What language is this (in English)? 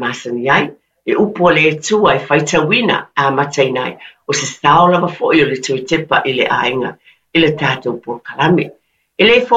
Samoan